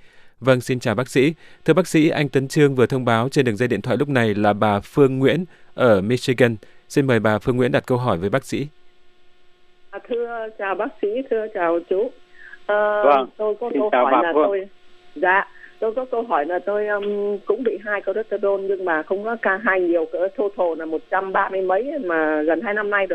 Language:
Vietnamese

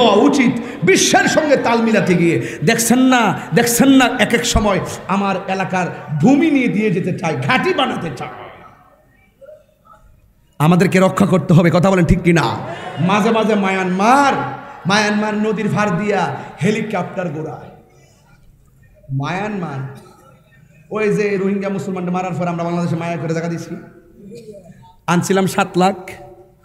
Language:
Bangla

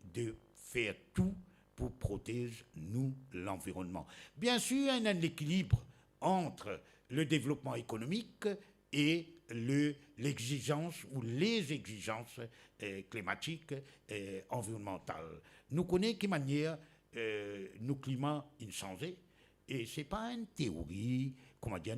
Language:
Morisyen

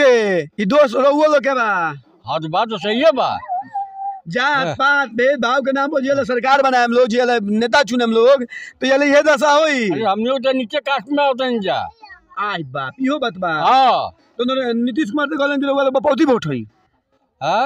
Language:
Bhojpuri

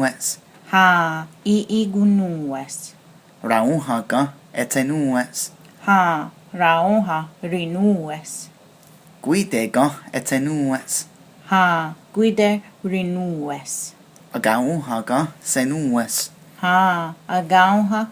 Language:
Mohawk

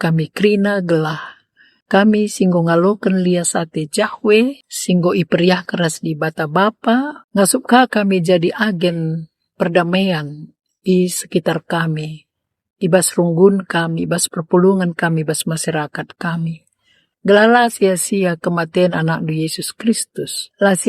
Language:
Batak Karo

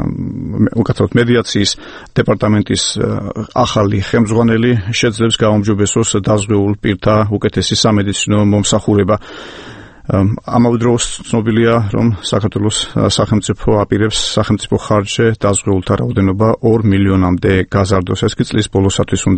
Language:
Georgian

